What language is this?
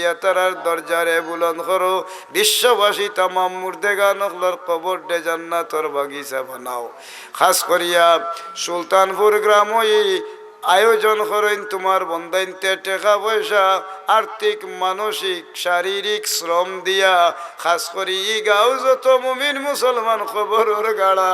Sylheti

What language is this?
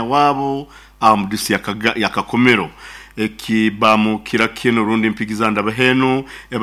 Nyoro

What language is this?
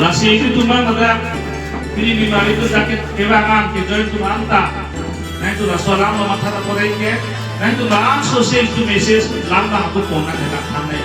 Karbi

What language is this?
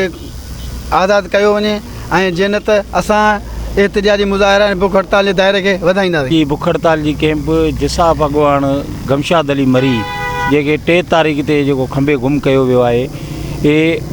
Sindhi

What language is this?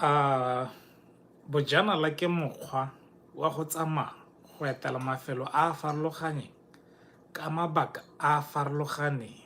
Tswana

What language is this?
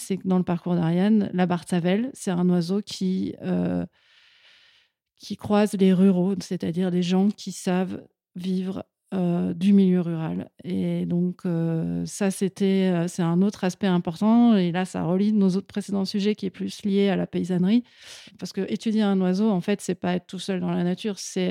French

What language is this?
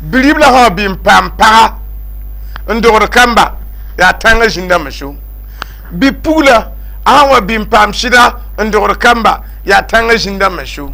Mossi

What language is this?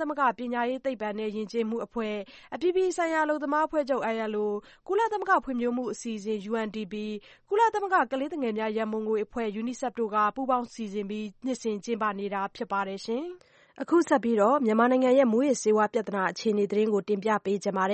Burmese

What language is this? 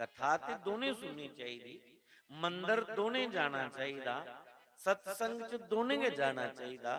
Dogri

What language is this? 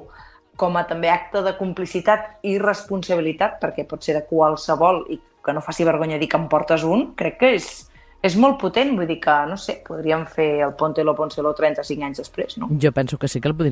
Catalan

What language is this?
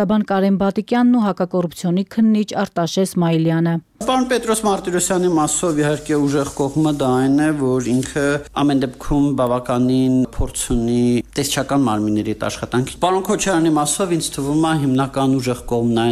Armenian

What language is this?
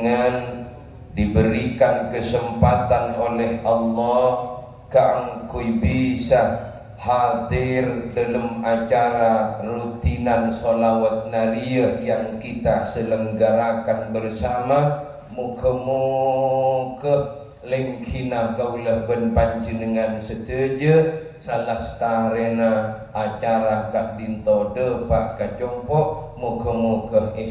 Madurese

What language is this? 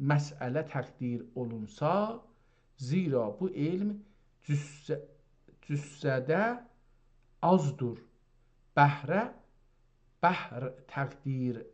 South Azerbaijani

